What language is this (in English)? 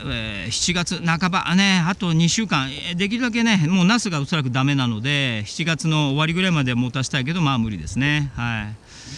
Japanese